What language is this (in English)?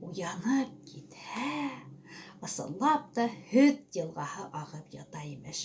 Bashkir